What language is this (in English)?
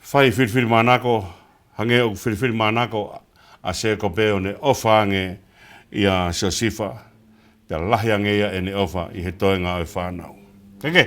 Tongan